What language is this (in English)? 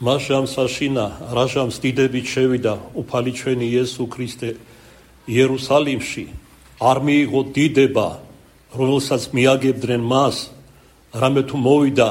Georgian